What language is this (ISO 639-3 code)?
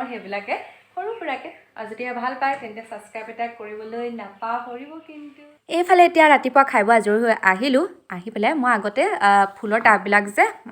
asm